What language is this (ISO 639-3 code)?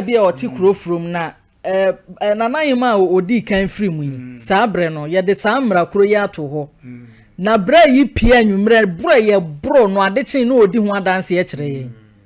aka